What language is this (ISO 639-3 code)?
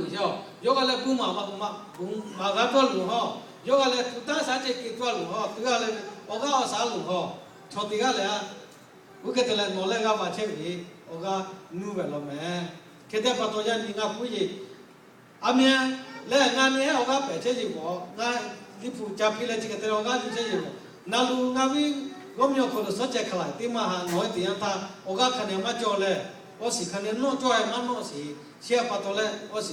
lhu